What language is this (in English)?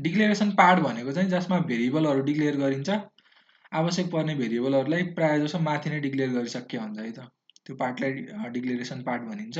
Nepali